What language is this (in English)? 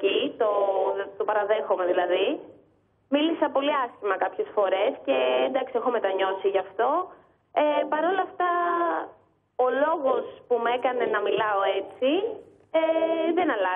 Greek